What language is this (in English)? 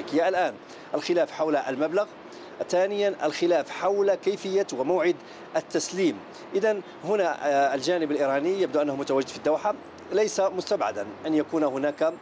Arabic